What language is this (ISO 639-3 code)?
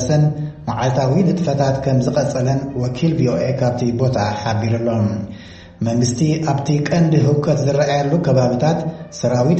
tir